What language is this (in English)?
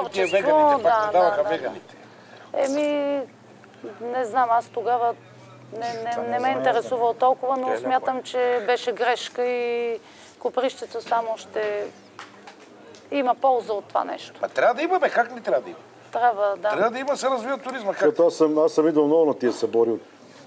Bulgarian